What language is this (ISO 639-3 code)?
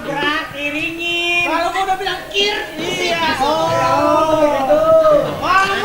bew